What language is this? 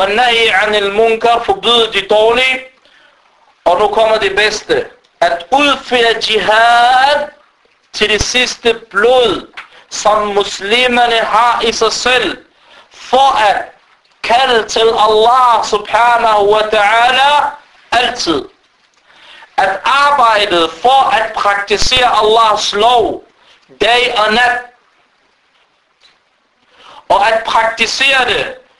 Danish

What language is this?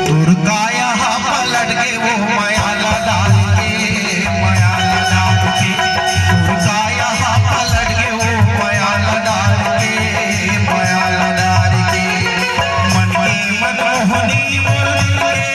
Chhattisgarhi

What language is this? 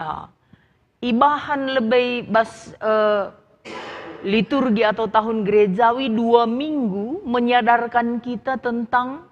Batak Karo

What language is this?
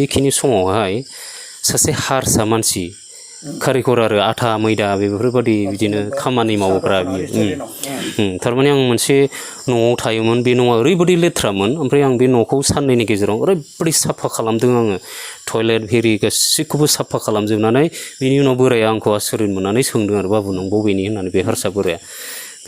Bodo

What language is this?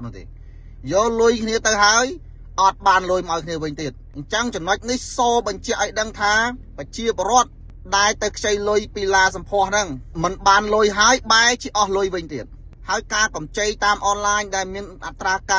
Khmer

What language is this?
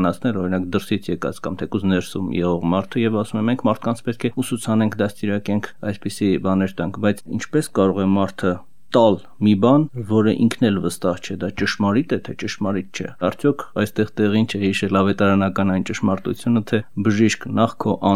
Armenian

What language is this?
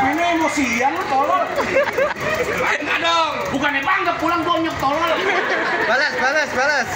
Betawi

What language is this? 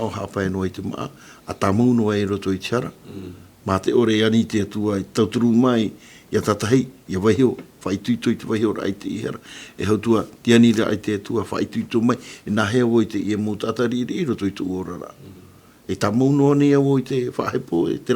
Tahitian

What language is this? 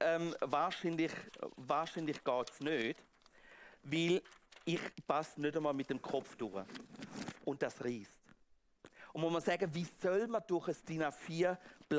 Swiss German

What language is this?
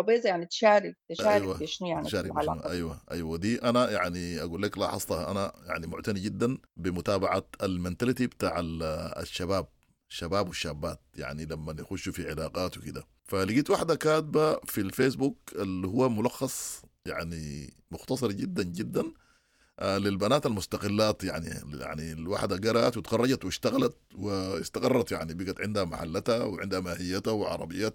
Sudanese Arabic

